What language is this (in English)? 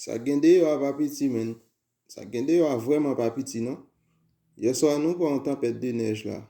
Haitian Creole